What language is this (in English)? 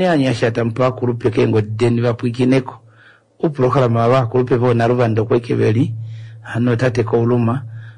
Kuanyama